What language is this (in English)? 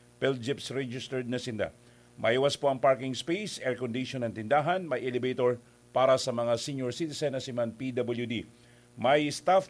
Bikol